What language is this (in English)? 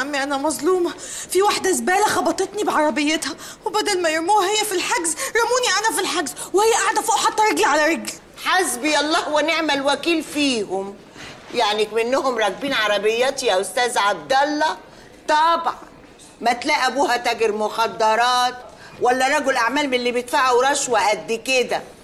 Egyptian Arabic